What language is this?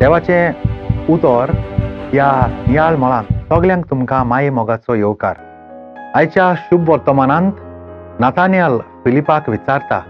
Konkani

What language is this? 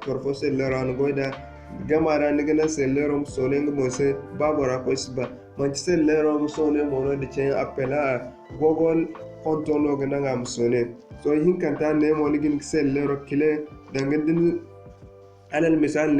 Zarma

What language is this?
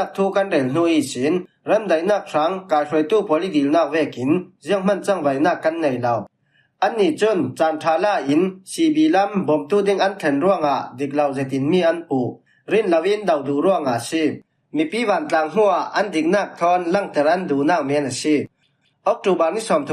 Falam Chin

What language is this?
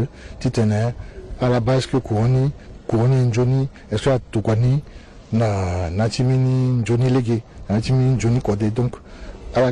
Sango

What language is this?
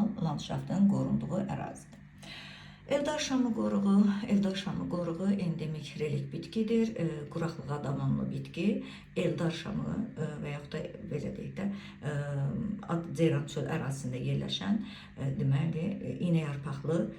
Azerbaijani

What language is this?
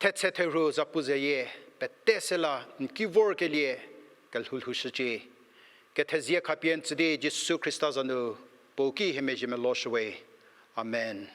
Angami Naga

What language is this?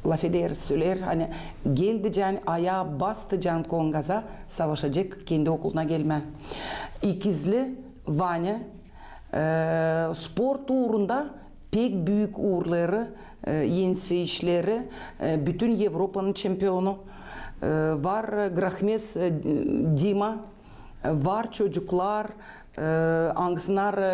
Gagauz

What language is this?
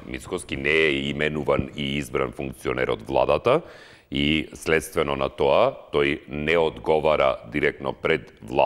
Macedonian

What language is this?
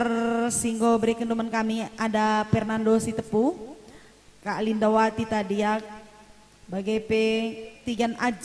Batak Karo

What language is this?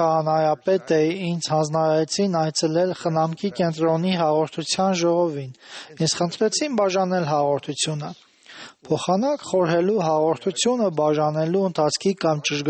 Armenian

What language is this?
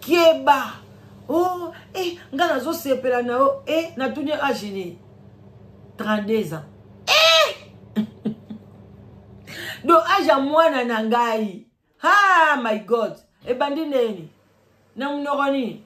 Lingala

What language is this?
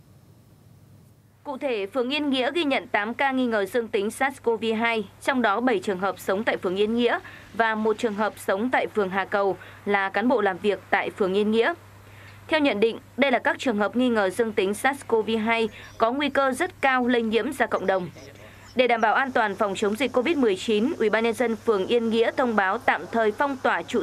Vietnamese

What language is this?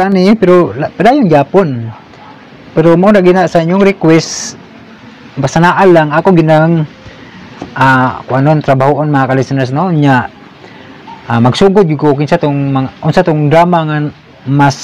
Cebuano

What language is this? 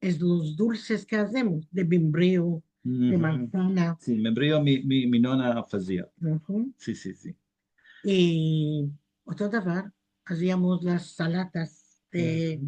Ladino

